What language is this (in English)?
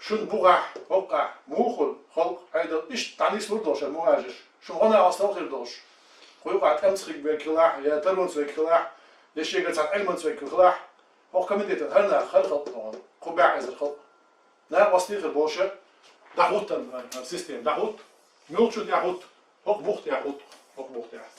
Chechen